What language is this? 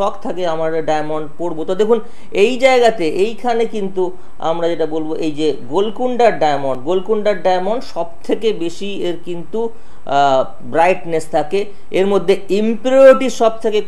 Bangla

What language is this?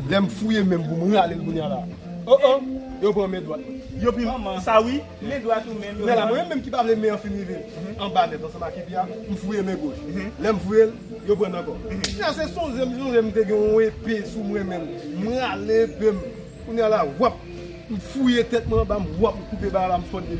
Haitian Creole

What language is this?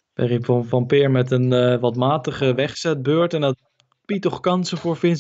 Dutch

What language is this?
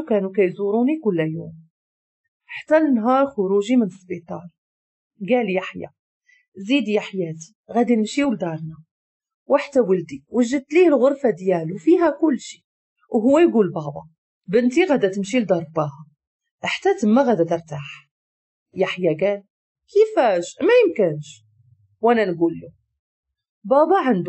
Moroccan Arabic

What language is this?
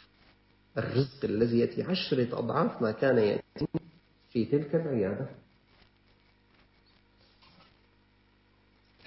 Arabic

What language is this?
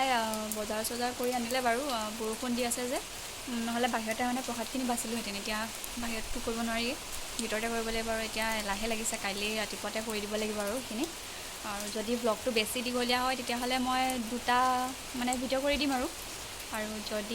Assamese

